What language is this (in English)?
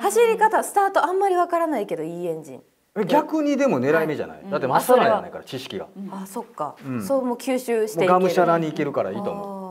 Japanese